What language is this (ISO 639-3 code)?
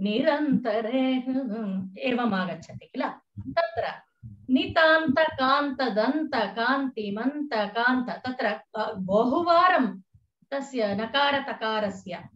san